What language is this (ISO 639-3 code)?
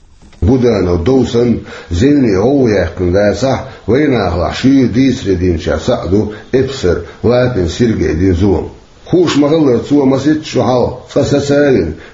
che